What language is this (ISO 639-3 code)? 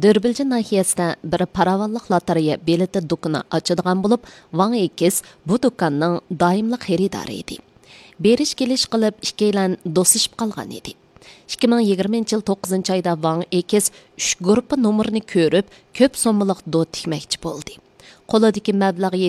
uig